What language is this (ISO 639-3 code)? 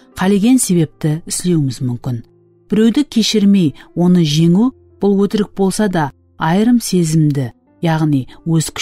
kaa